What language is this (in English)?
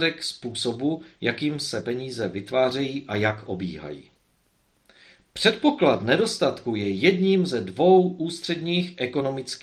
Czech